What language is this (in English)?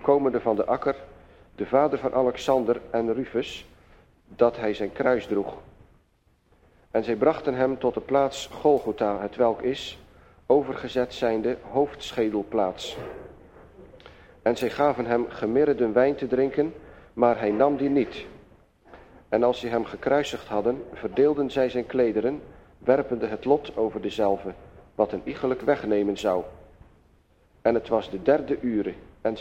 Dutch